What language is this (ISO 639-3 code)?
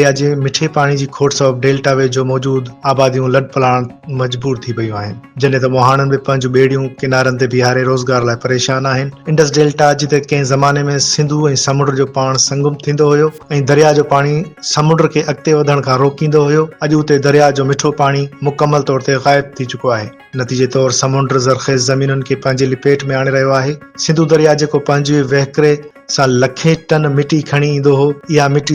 snd